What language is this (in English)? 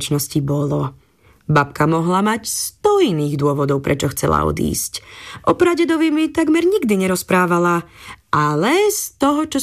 Slovak